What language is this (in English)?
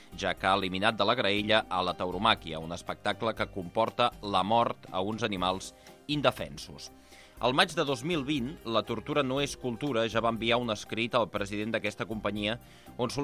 Catalan